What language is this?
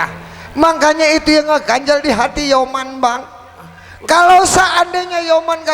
Betawi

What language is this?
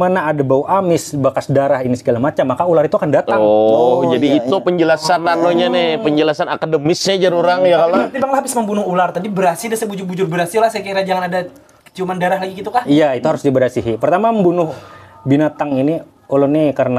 Banjar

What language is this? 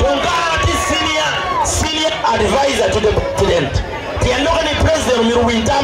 Acoli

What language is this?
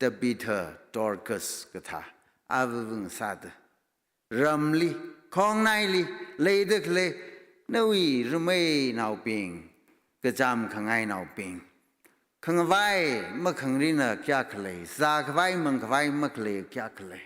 Tangkhul Naga (India)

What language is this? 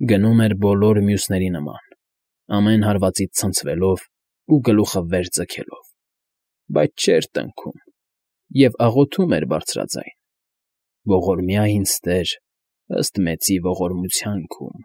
Armenian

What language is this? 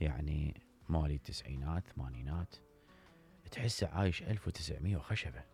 Mesopotamian Arabic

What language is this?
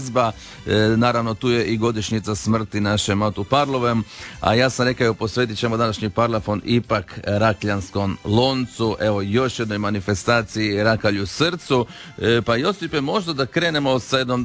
Croatian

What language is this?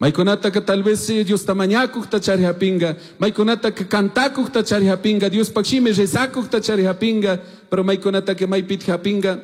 Chimborazo Highland Quichua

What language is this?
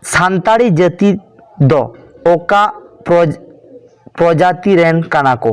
Santali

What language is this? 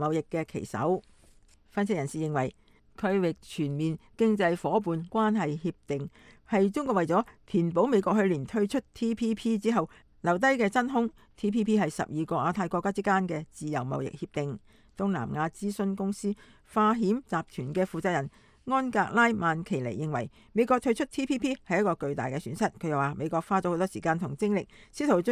Cantonese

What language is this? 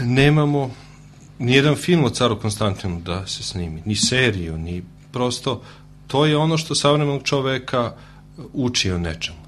Serbian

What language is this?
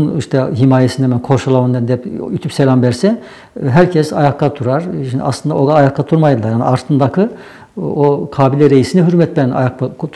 Nogai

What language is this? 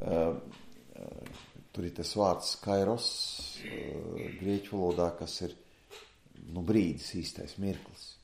Latvian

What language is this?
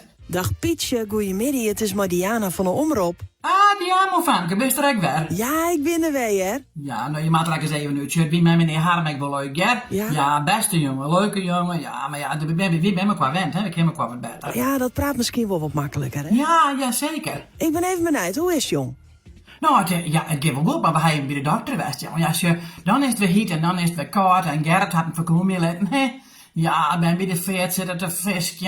Western Frisian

